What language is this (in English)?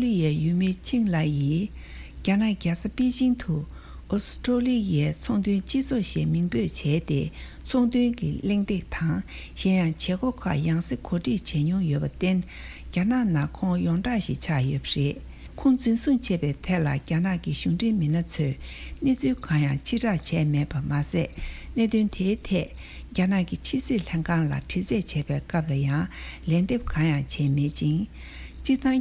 Tibetan